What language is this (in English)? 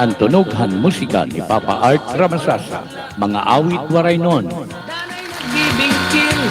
Waray